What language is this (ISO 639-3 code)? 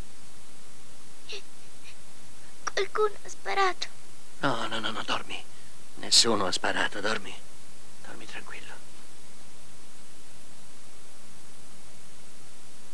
ita